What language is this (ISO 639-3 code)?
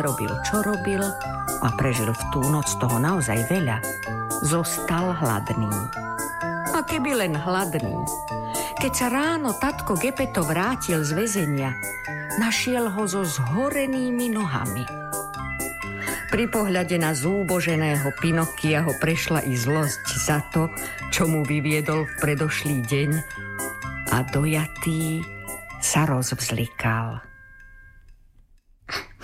slk